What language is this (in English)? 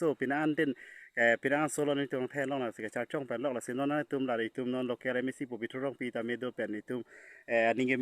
Karbi